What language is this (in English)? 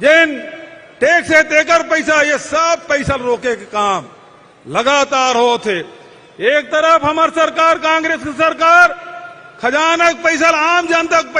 Chhattisgarhi